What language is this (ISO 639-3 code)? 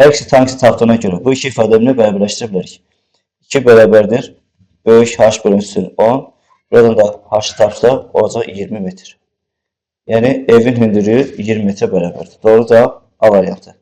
aze